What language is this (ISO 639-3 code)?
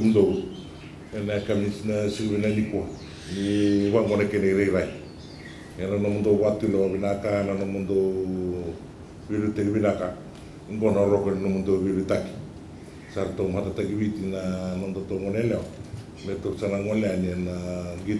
fij